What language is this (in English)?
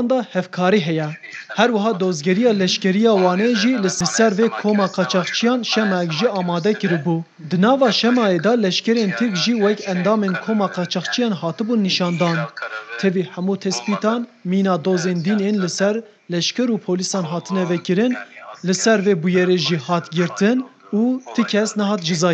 Kurdish